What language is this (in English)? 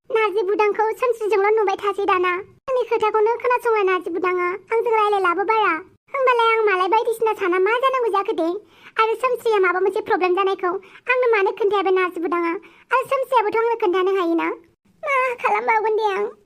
Bodo